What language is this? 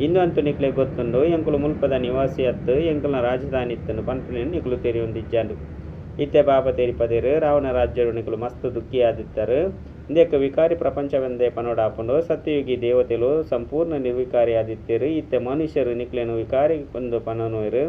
Tulu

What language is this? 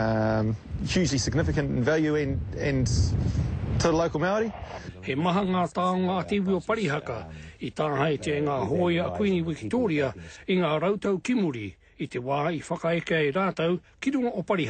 Māori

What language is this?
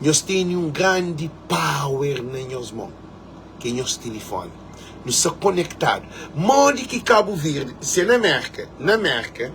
Kabuverdianu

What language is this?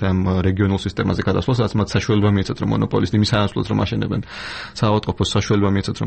Georgian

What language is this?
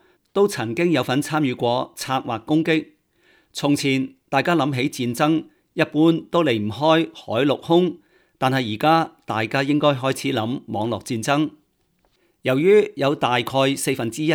Cantonese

